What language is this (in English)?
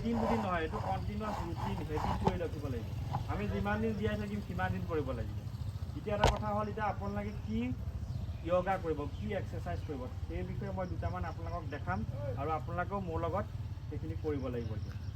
Assamese